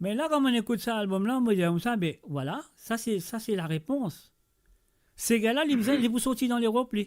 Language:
Morisyen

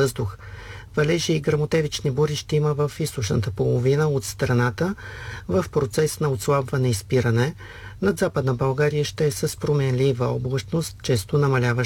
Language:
Bulgarian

